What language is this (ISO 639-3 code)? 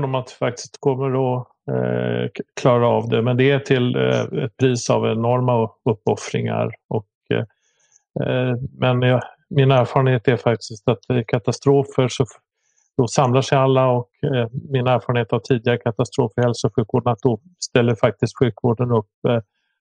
swe